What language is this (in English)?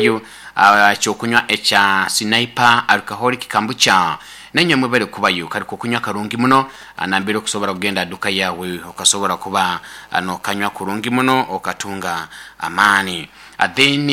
Nyoro